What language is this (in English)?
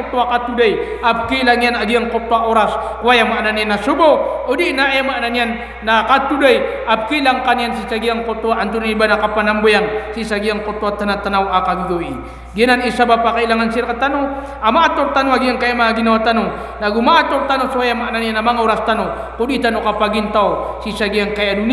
Maranao